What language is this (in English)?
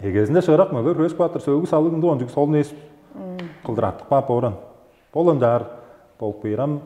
Tuvinian